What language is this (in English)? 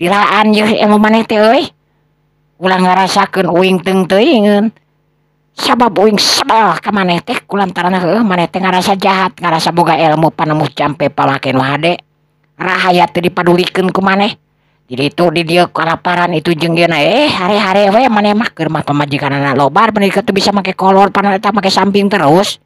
Sundanese